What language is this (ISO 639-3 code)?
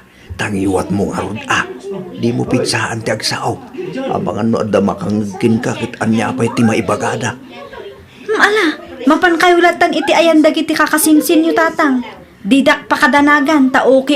ilo